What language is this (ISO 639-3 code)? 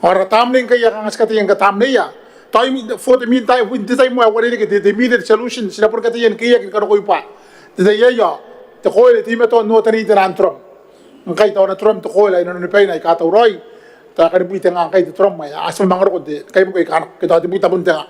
gil